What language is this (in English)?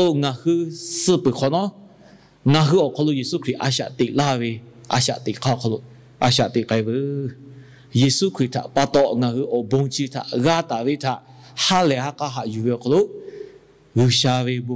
Lahu